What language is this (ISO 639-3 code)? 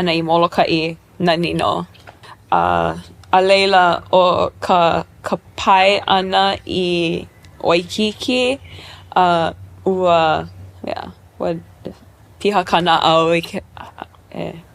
haw